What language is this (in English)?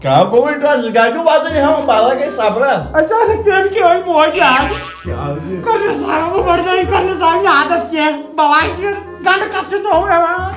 Kashmiri